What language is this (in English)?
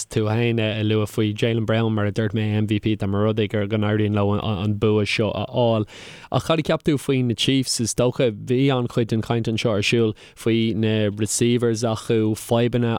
Irish